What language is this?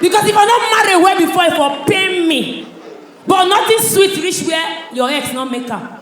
Nigerian Pidgin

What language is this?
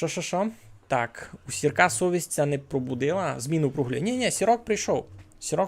Rusyn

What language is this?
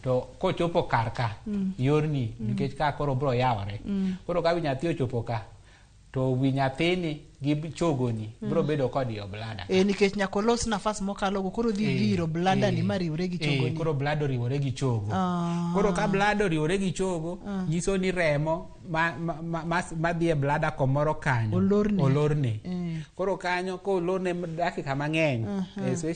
Luo (Kenya and Tanzania)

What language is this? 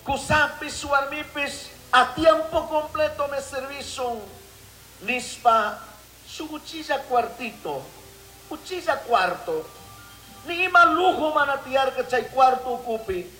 Chimborazo Highland Quichua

